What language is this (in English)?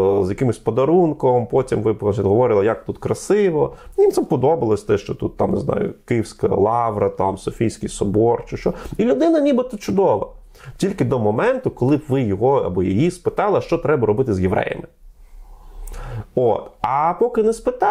Ukrainian